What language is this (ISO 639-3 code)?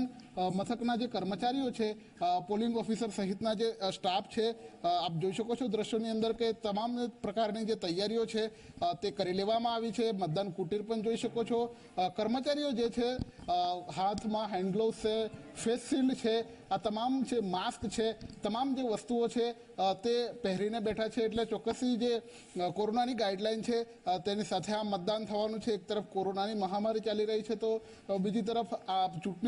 guj